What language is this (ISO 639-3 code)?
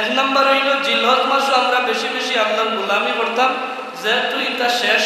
syl